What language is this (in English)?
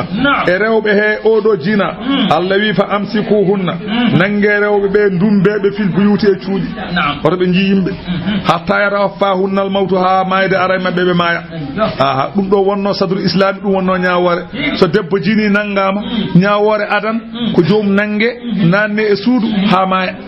Fula